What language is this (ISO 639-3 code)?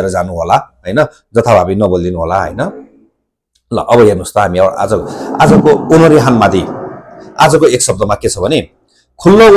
nep